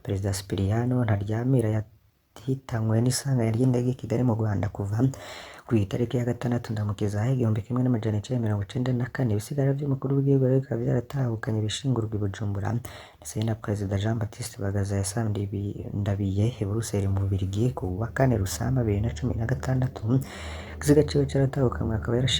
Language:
Rundi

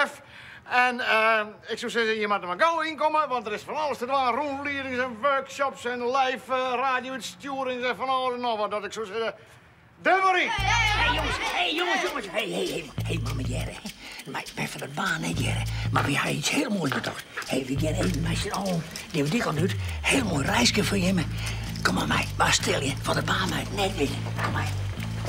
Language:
Western Frisian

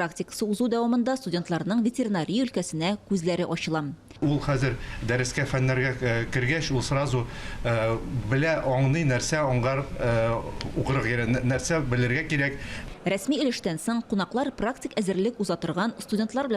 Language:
Tatar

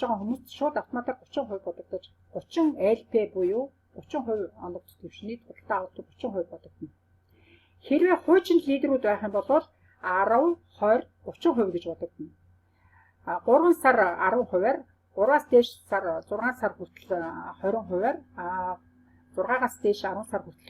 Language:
Mongolian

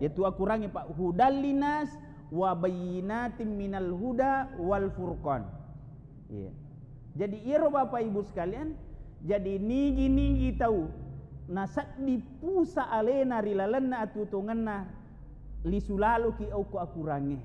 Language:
Buginese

